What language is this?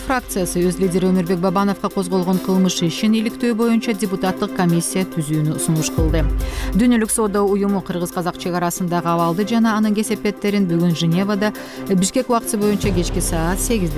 Kyrgyz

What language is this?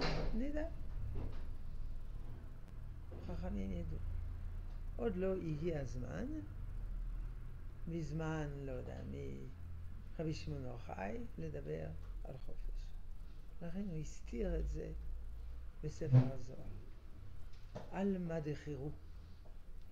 Hebrew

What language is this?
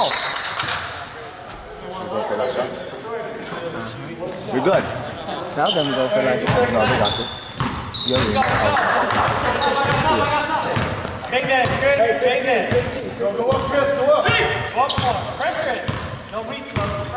English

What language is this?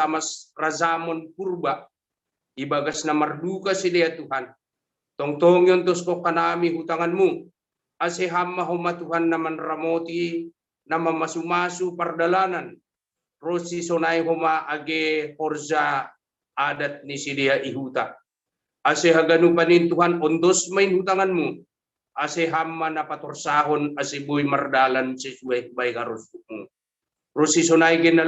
Batak Simalungun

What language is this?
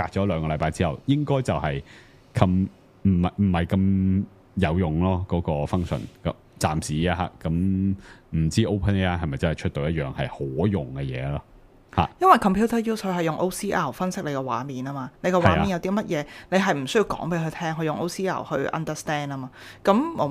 Cantonese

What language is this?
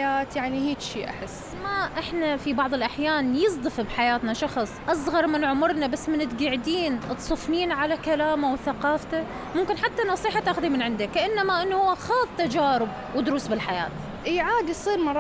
Mesopotamian Arabic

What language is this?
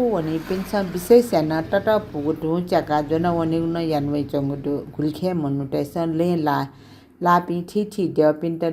Newari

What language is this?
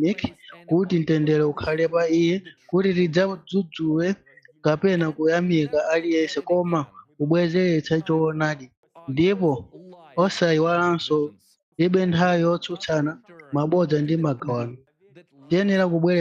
Nyanja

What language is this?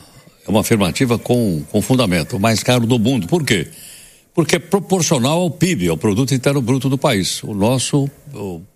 Portuguese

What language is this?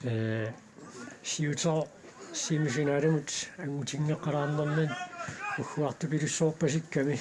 Kalaallisut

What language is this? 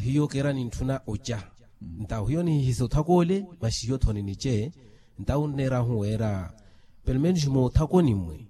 Makhuwa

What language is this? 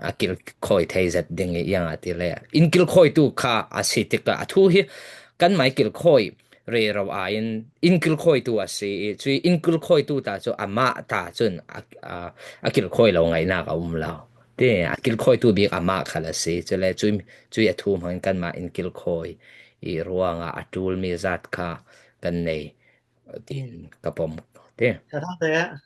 Falam Chin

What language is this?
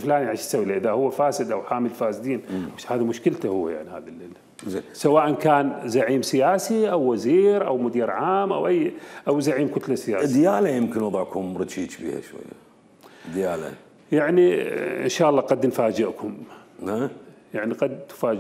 Mesopotamian Arabic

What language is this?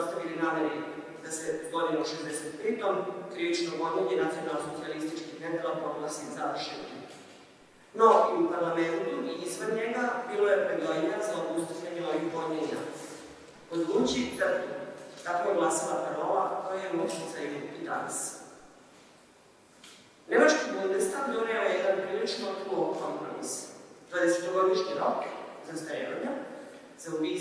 Serbian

